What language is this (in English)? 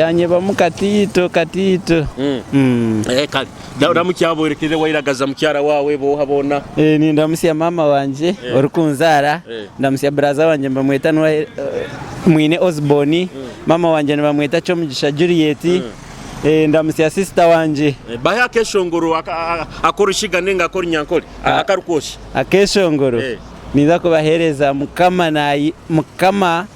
Nyoro